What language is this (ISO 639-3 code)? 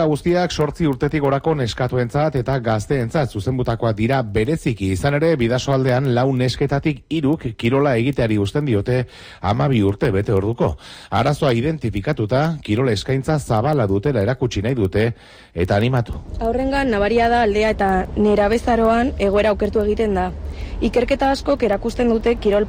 eus